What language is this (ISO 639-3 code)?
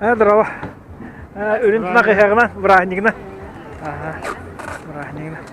sah